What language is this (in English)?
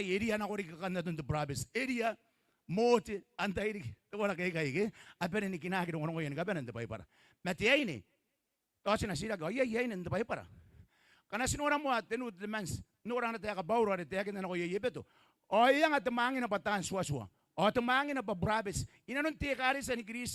Gilbertese